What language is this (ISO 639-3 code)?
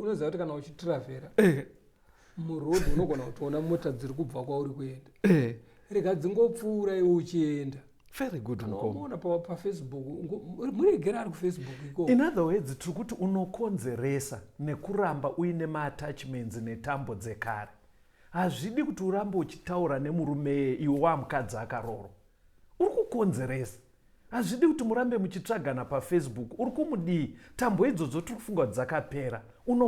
sna